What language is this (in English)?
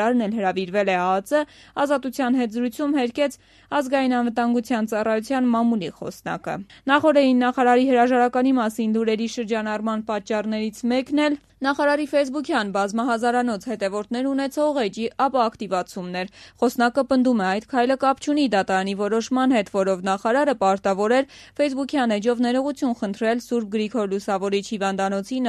Armenian